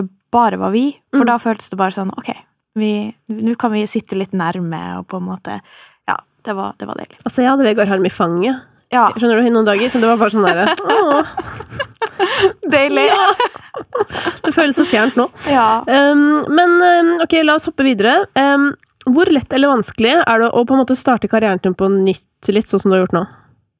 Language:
Norwegian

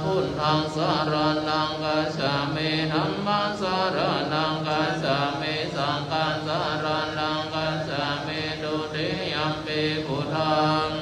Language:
Pali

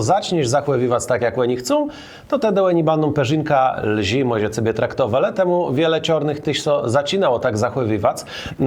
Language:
Kashubian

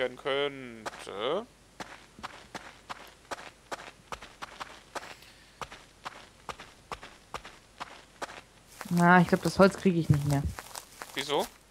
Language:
German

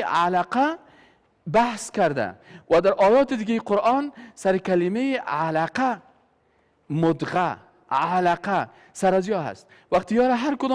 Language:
Persian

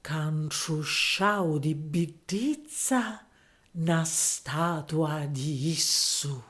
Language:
Sicilian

